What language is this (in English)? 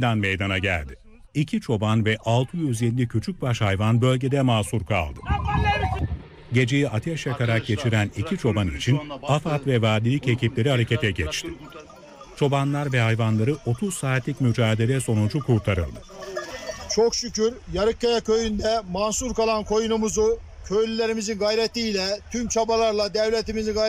Turkish